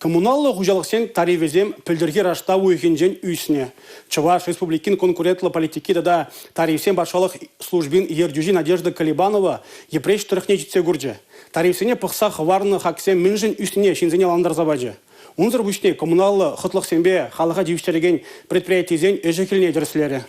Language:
Chuvash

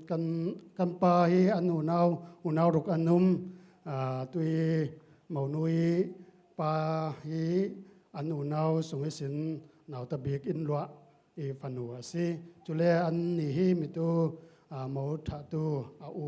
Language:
Falam Chin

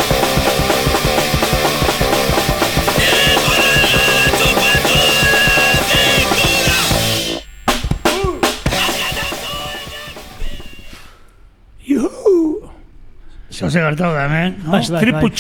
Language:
Basque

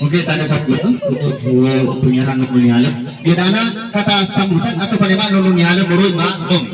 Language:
Nias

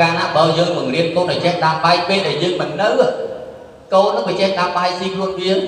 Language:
Khmer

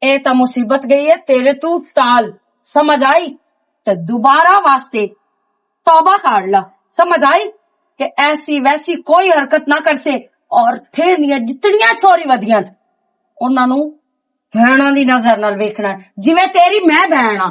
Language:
Western Panjabi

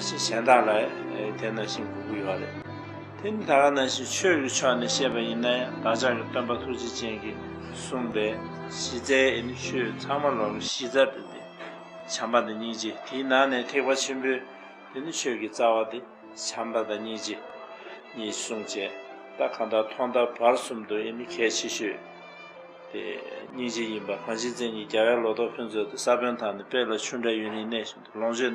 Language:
Tibetan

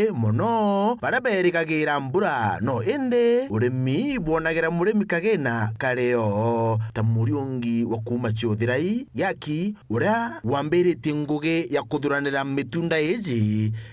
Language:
Meru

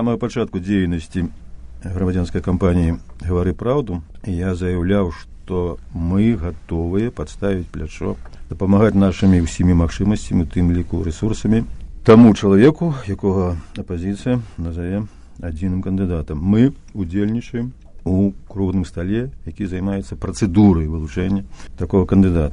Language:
Belarusian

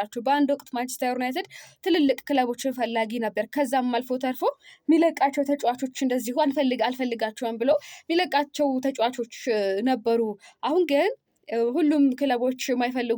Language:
Amharic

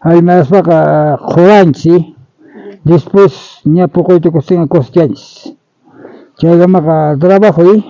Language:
South Bolivian Quechua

